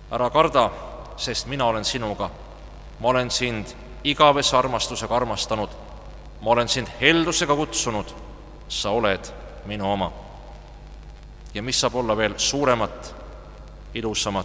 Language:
Estonian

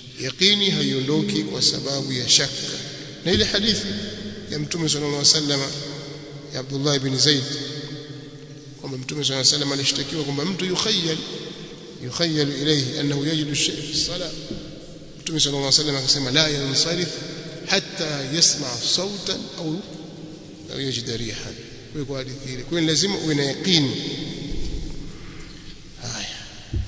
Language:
Swahili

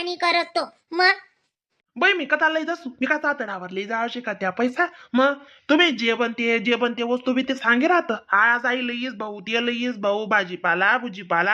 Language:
Khandesi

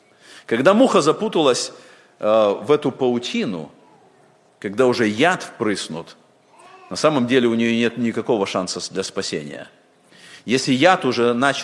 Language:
Russian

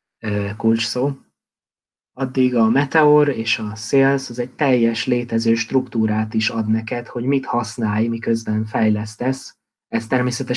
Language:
Hungarian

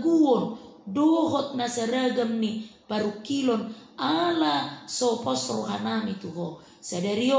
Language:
Batak Toba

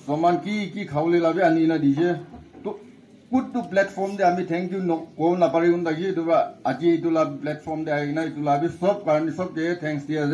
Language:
Naga Pidgin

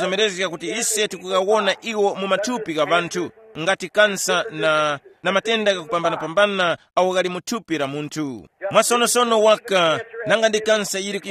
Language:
Tumbuka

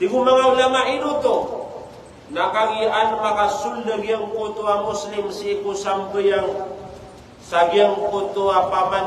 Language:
Maranao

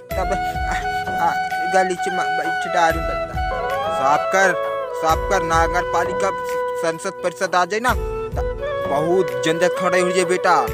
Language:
Chhattisgarhi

